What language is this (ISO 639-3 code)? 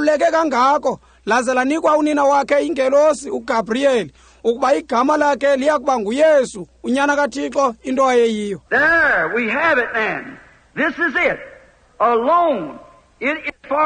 xho